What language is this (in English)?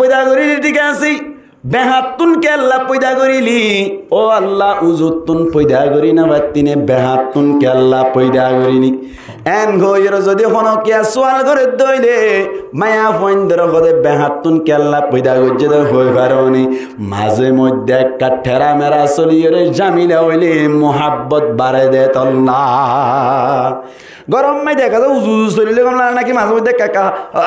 Rohingya